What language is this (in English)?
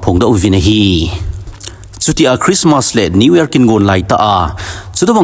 Thado Chin